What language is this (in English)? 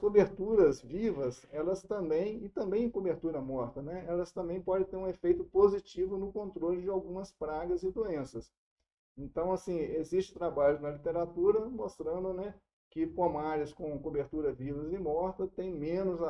Portuguese